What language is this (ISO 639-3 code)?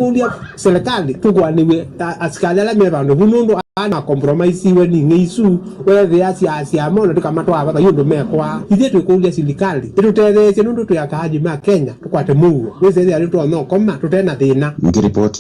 kam